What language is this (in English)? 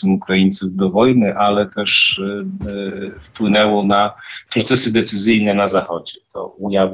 Polish